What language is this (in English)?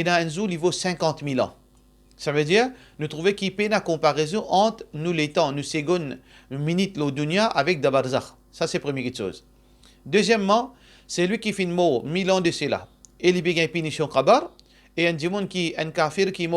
Morisyen